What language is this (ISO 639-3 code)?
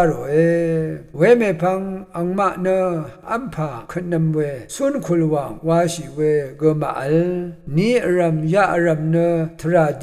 raw